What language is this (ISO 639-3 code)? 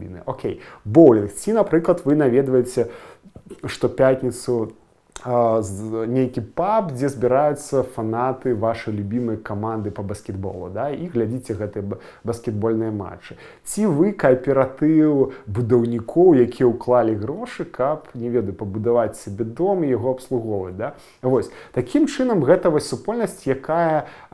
bel